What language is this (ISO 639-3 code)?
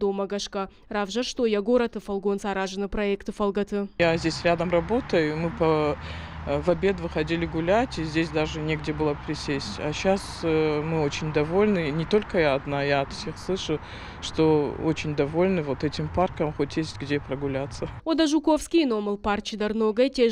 oss